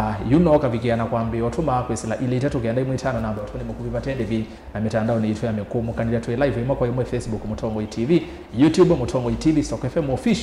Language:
Kamba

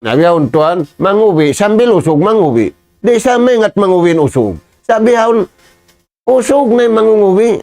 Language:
Tausug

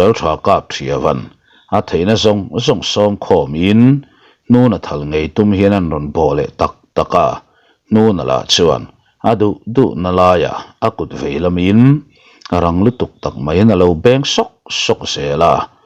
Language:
Mizo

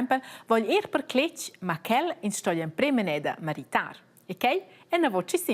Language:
Romansh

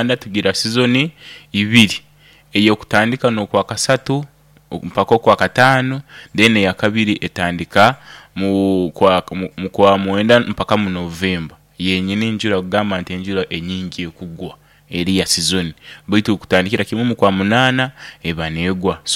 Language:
Nyoro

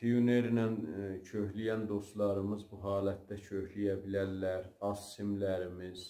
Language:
South Azerbaijani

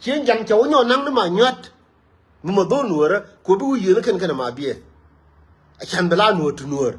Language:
Nuer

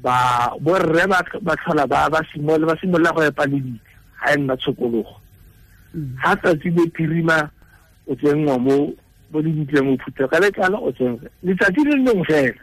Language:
Tswana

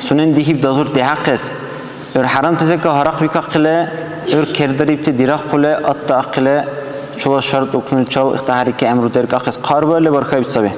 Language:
Dargwa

